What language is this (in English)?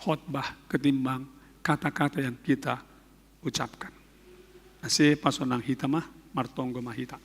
Batak Simalungun